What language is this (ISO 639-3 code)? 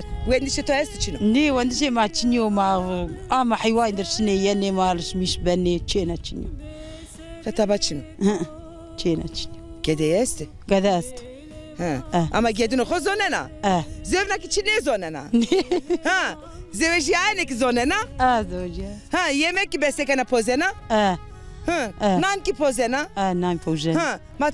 zza